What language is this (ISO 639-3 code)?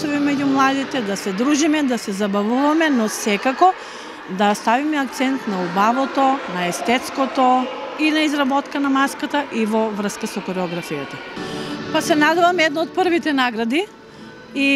mkd